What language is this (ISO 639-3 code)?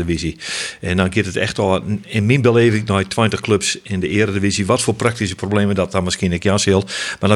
fry